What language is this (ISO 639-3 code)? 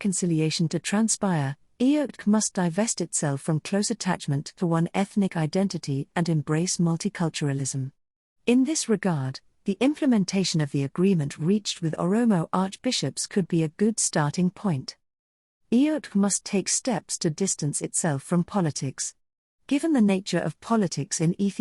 eng